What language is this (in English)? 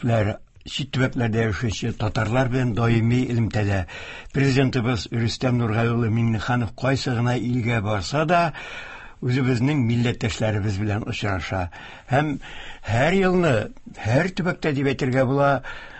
Tatar